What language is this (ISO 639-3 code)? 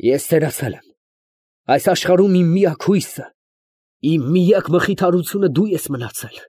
hye